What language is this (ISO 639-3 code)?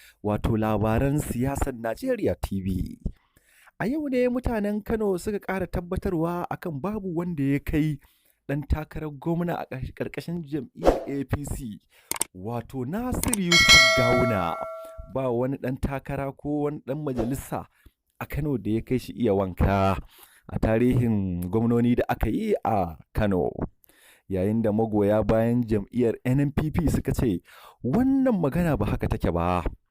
hau